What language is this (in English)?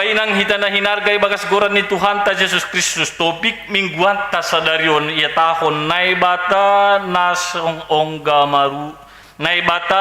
Batak Simalungun